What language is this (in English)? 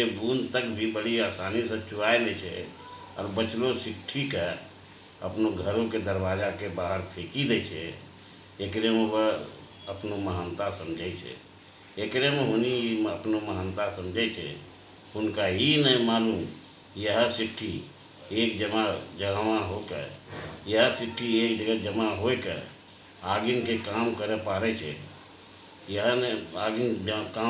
Angika